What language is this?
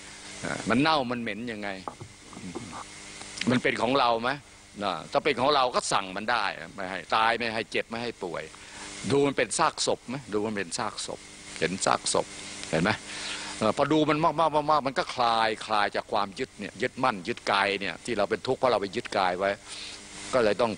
Thai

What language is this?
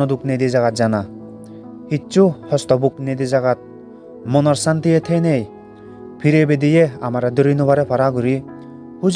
Chakma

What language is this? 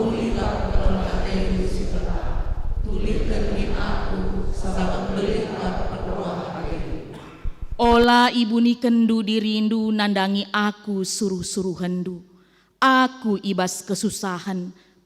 Batak Karo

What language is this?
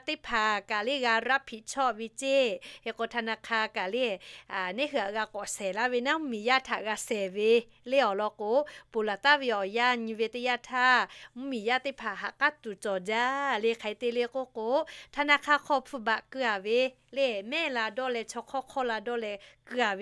Lahu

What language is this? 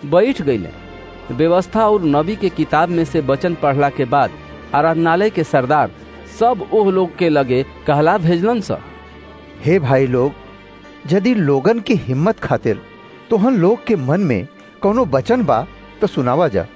Bhojpuri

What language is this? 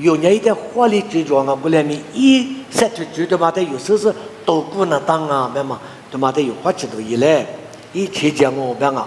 Lisu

